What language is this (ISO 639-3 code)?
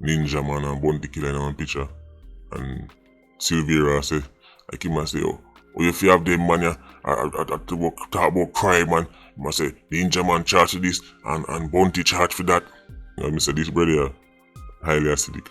jam